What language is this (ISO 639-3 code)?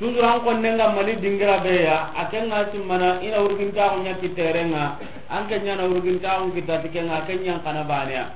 snk